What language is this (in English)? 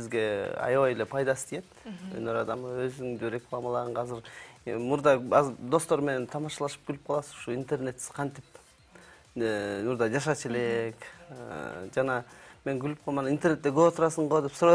Kyrgyz